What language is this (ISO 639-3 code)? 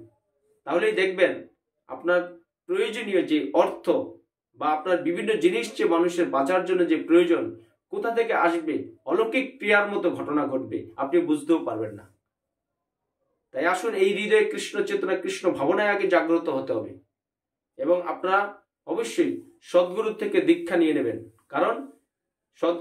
ben